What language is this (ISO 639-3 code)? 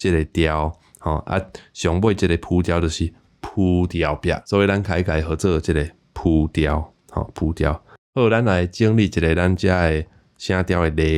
nan